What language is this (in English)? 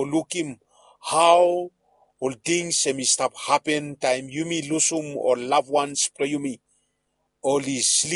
Bislama